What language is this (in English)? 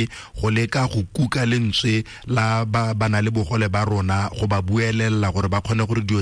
Tswana